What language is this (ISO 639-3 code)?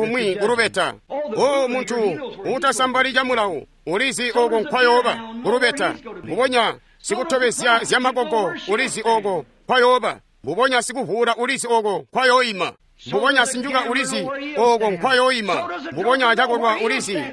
toi